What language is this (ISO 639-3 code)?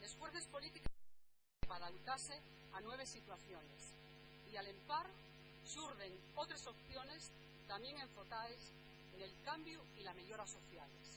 ast